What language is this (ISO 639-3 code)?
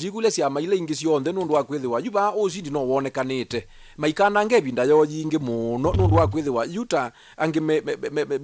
kam